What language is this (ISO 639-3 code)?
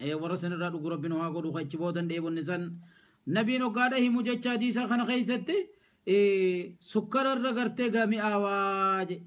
orm